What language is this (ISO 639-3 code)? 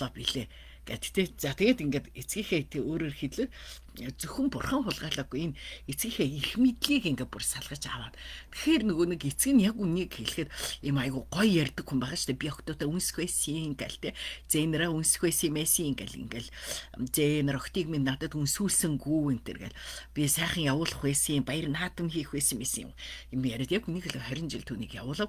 mon